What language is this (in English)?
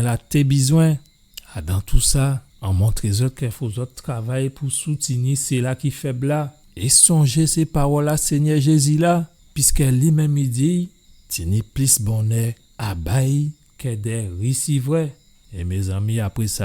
Guadeloupean Creole French